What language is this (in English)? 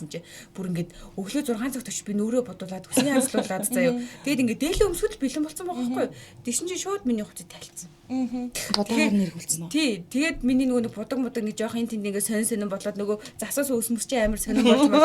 Mongolian